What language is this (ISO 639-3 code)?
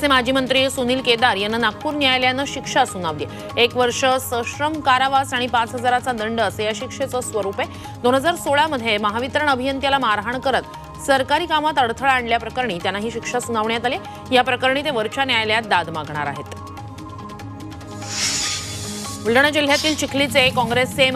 mar